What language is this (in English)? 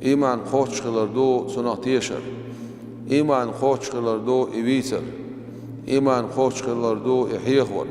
Chechen